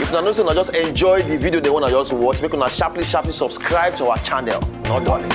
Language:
Nigerian Pidgin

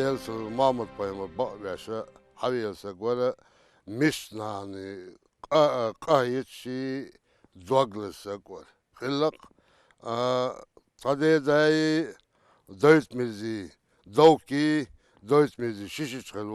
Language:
Chechen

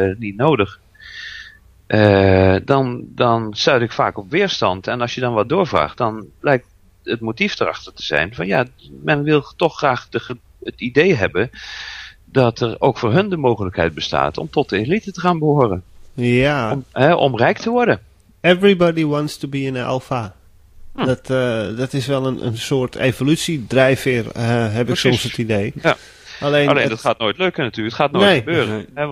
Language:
Dutch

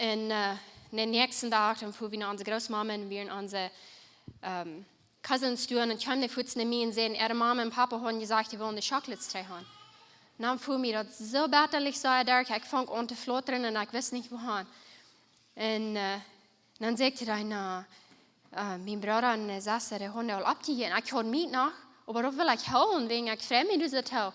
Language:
Plautdietsch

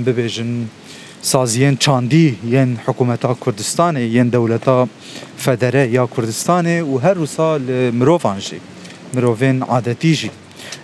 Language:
Kurdish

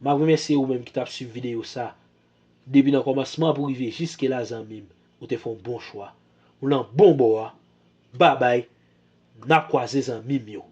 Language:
Haitian Creole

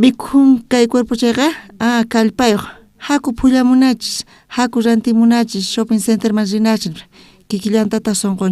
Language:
South Bolivian Quechua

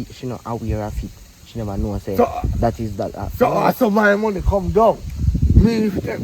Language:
Jamaican Creole English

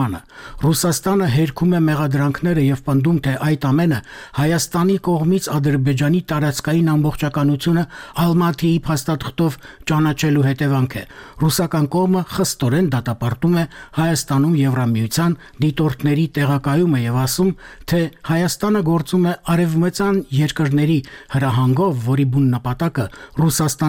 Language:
Armenian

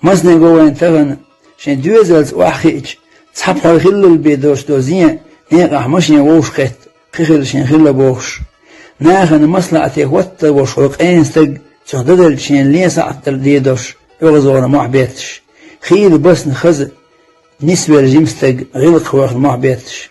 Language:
Chechen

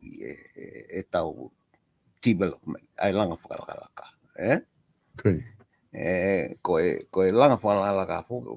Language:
Tongan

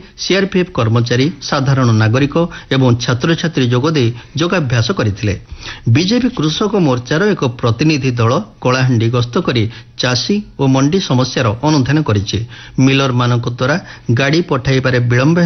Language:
Odia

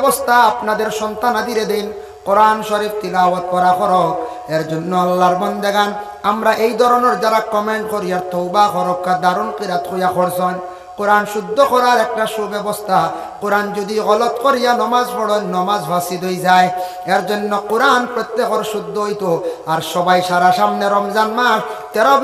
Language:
Sylheti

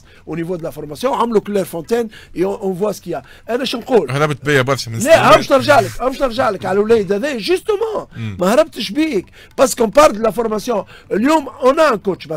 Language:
Tunisian Arabic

